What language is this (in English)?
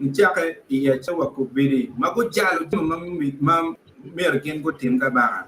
Acoli